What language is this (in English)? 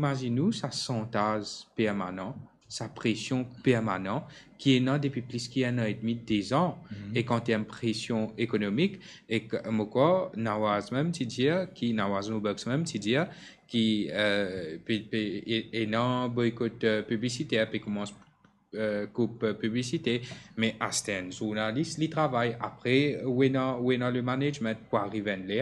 Morisyen